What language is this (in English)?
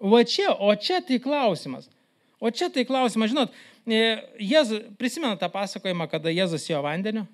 Lithuanian